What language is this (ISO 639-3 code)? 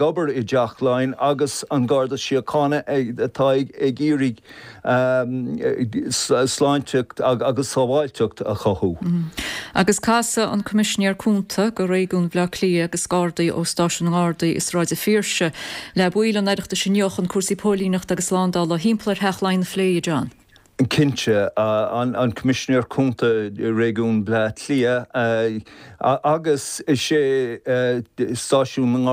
gle